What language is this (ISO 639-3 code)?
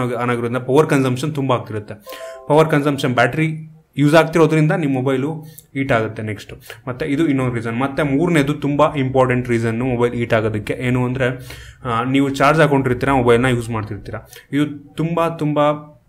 kan